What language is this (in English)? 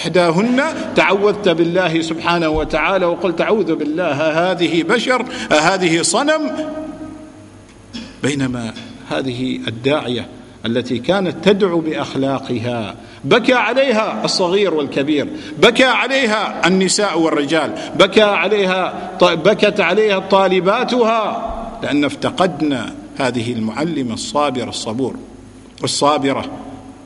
Arabic